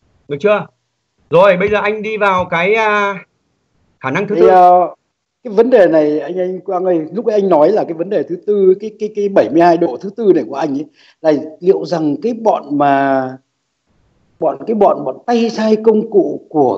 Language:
Vietnamese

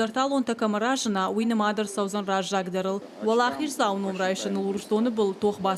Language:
Ossetic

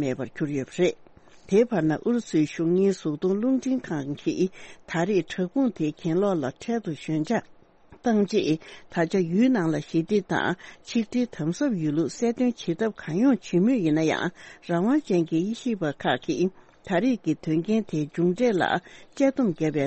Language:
Tibetan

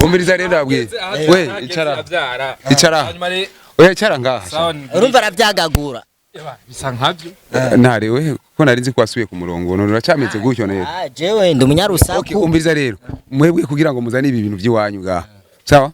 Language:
Rundi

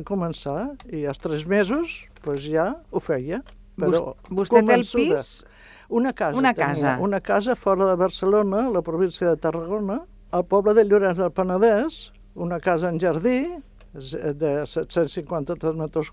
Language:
Catalan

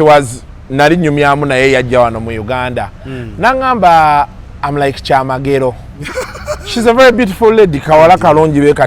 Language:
Ganda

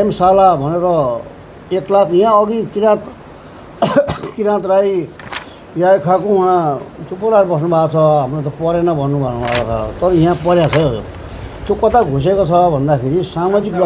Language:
Nepali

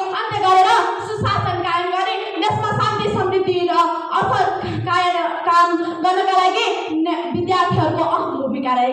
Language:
Nepali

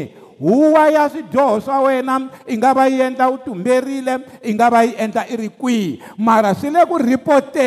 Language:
Tsonga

